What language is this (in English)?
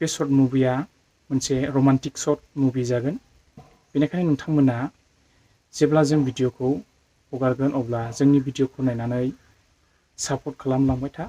Bodo